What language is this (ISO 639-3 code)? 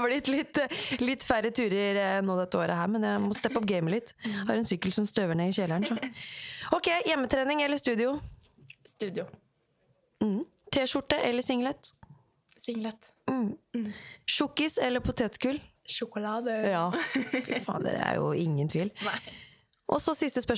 nor